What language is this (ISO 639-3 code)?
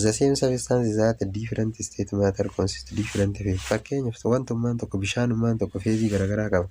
orm